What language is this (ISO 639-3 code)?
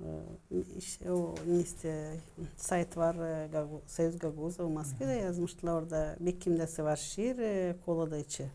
gag